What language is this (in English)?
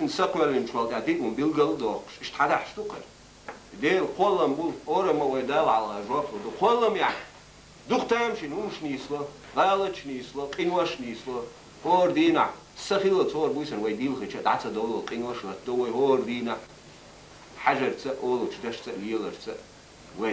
Chechen